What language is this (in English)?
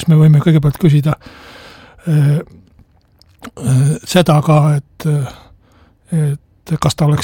Estonian